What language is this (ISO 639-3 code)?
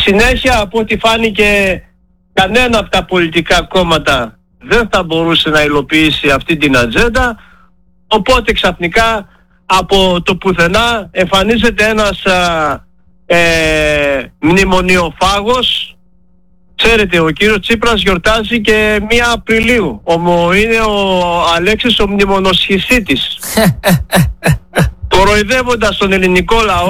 ell